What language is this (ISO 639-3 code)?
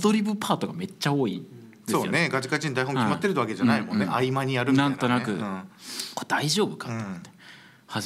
jpn